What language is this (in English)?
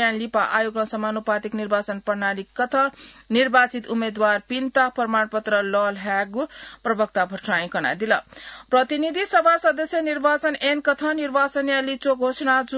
Newari